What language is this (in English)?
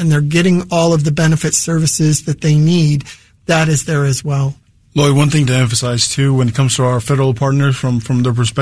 English